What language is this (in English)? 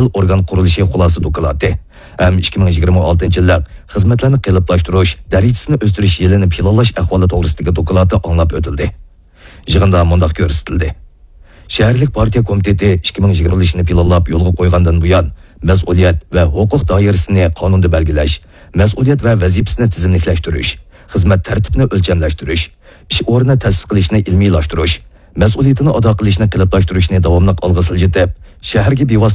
Uyghur